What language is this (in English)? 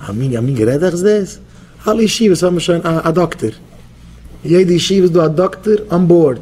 Yiddish